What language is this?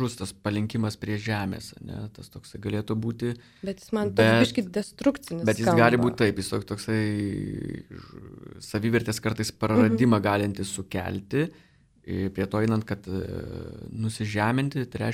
Lithuanian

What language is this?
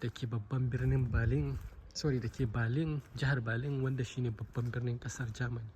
Hausa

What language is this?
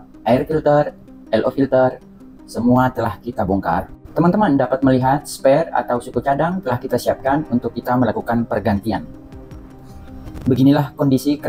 Indonesian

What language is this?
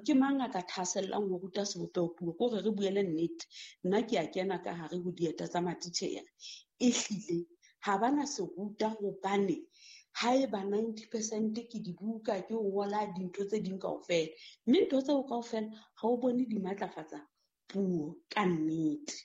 Southern Sotho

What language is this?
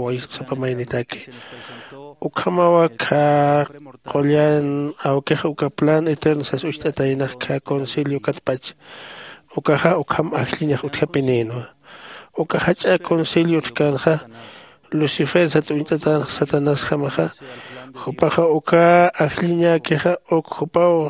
Aymara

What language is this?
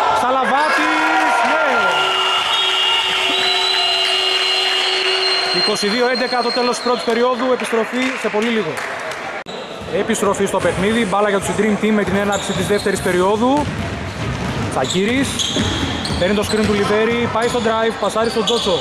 Greek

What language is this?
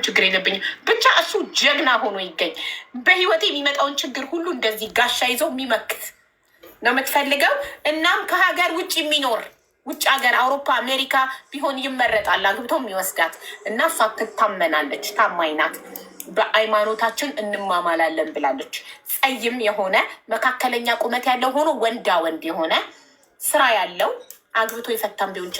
Amharic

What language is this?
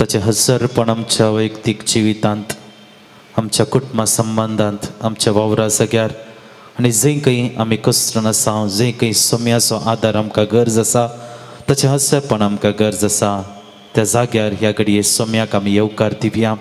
Konkani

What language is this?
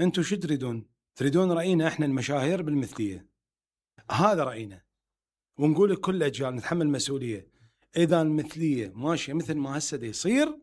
Mesopotamian Arabic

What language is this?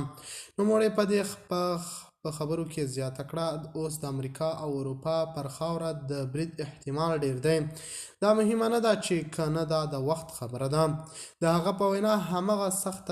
Pashto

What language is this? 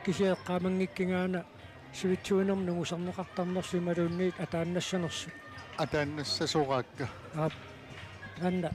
Kalaallisut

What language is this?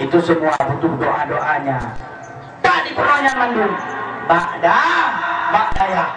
Achinese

